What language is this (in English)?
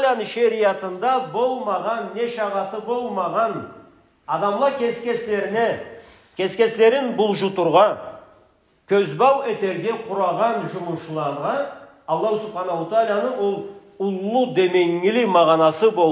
Karachay-Balkar